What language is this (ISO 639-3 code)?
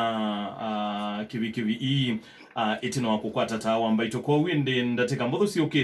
kam